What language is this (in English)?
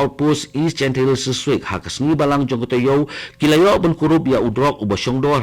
Khasi